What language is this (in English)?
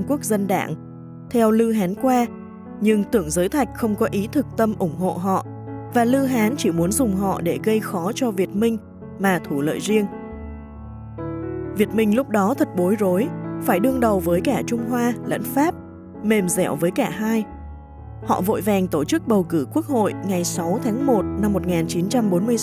Vietnamese